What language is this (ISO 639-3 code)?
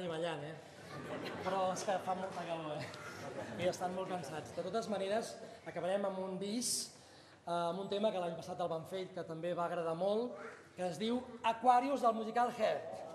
cat